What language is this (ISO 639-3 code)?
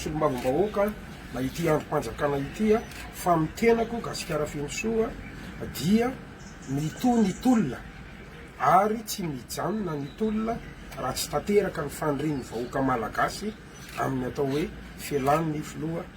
mlg